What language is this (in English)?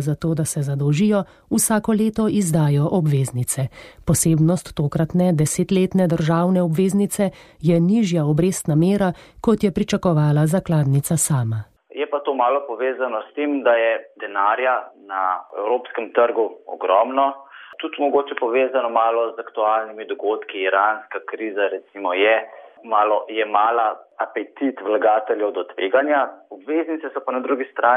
Slovenian